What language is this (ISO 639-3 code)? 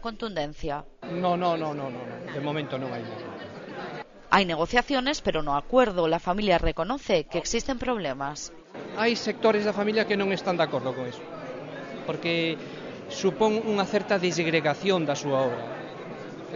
glg